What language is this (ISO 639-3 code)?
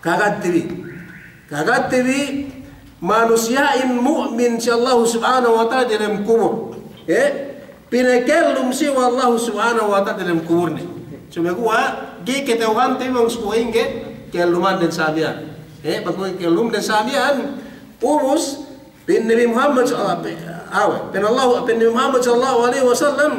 yka